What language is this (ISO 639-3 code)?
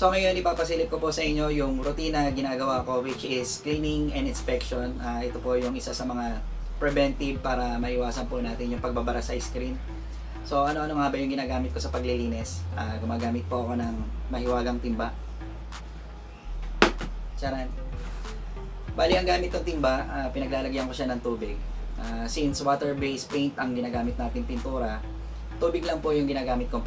fil